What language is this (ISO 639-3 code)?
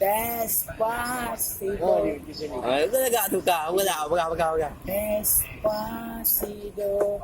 ace